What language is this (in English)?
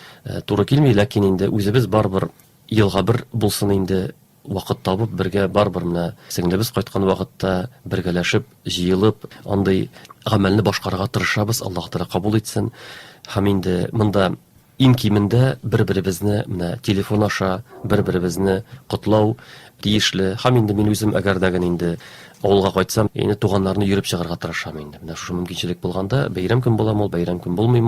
Tatar